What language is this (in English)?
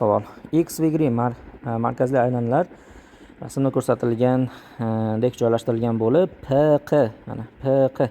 Uzbek